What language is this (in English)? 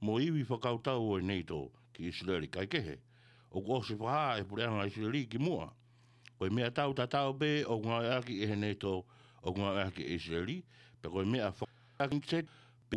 Tongan